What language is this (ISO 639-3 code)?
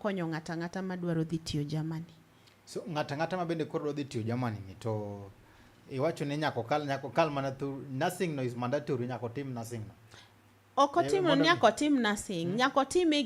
luo